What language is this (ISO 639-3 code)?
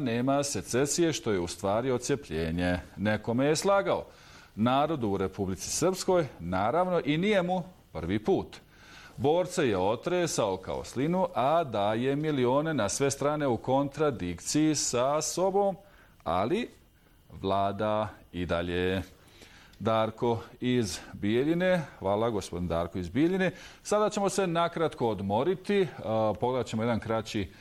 bos